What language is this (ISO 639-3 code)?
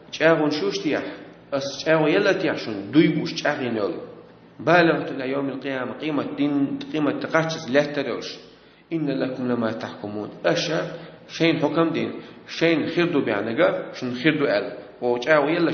che